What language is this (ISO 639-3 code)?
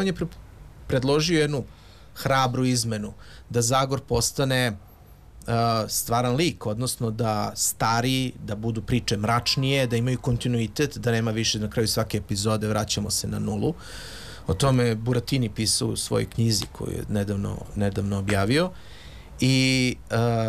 srp